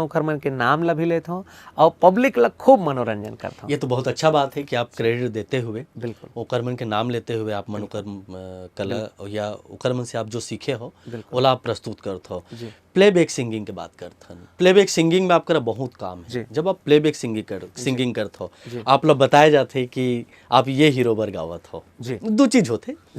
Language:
Chhattisgarhi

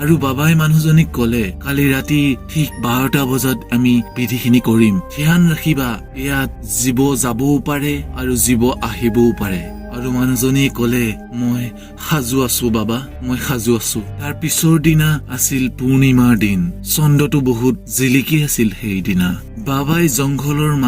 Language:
Assamese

